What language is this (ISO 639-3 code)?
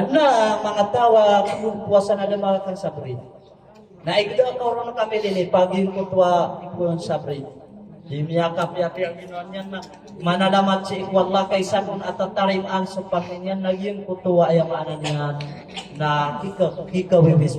mrw